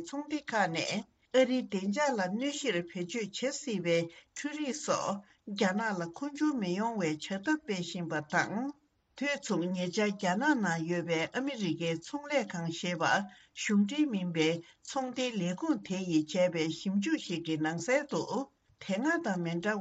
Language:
Tibetan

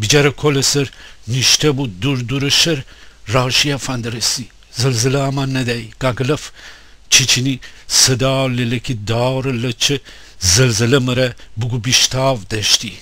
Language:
Gilaki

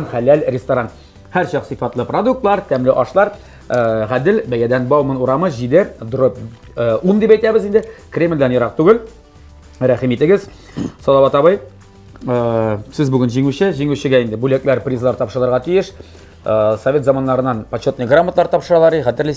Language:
Tatar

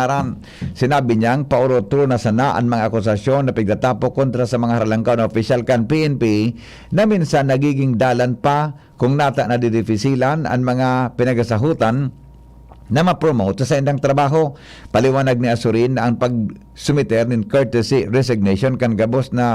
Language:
Bikol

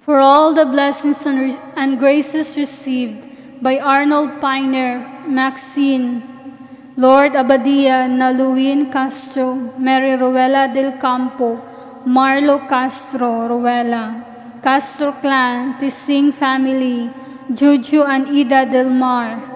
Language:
Cebuano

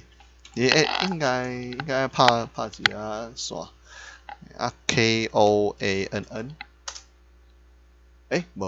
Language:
Min Nan Chinese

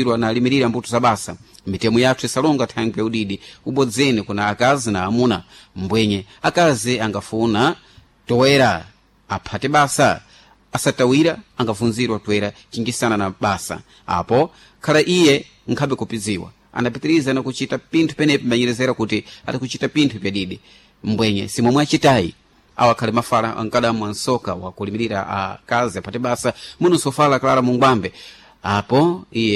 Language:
Sena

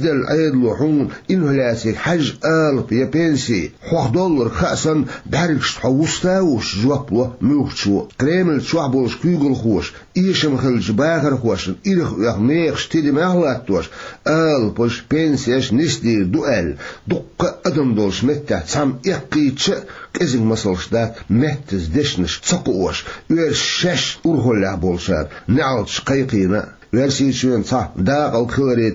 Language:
Chechen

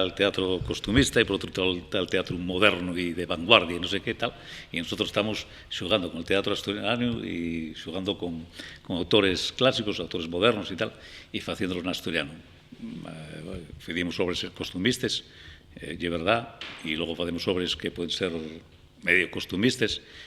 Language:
Asturian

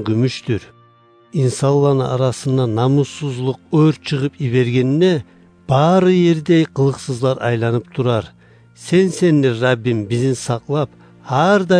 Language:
Kumyk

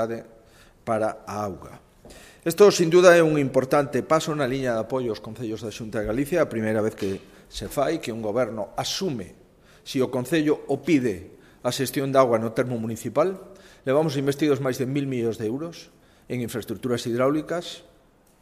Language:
Galician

